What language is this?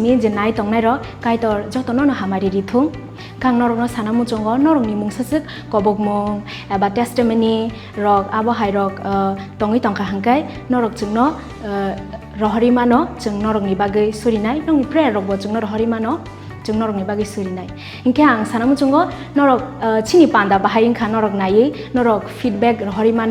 Kok Borok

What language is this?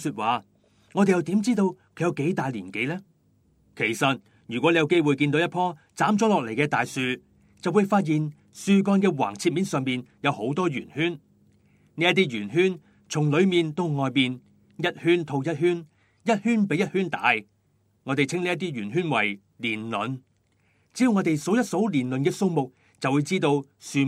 Cantonese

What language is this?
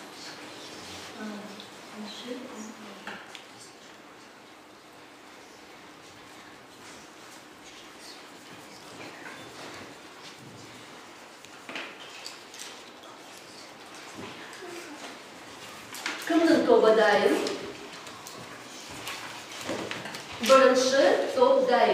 Kazakh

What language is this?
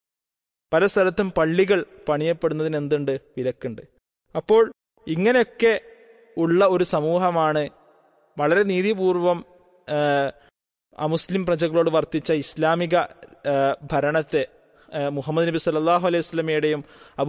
Malayalam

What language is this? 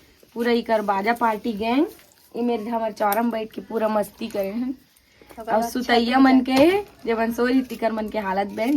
Chhattisgarhi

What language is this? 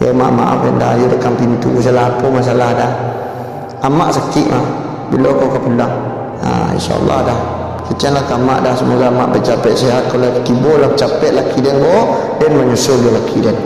Minangkabau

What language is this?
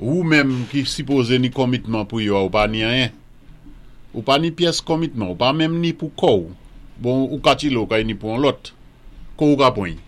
Saint Lucian Creole French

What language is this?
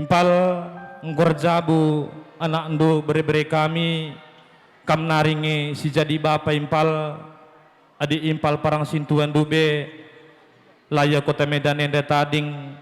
Batak Karo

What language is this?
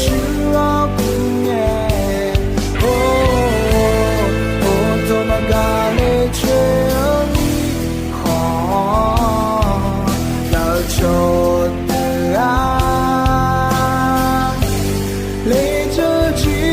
Akha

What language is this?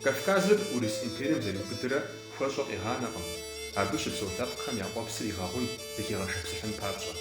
Kabardian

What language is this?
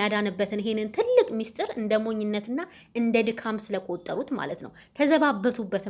Amharic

